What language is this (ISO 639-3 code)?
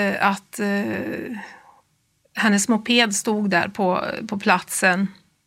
swe